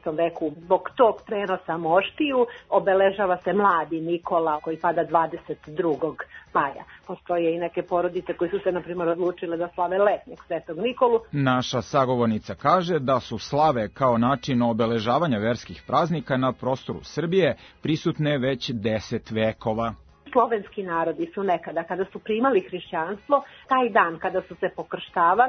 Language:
Serbian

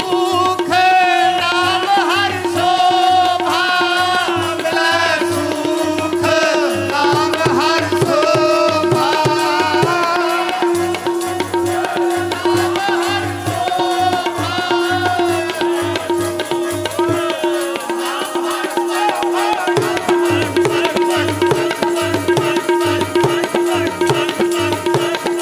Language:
Punjabi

